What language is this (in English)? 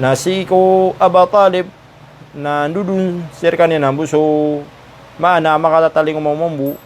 Maranao